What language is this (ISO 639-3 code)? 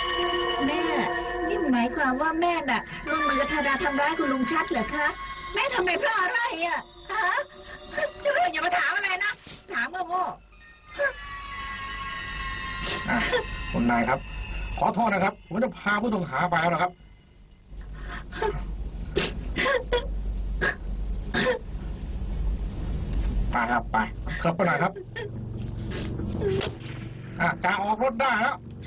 tha